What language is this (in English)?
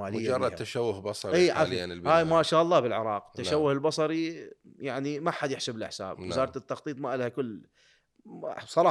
Mesopotamian Arabic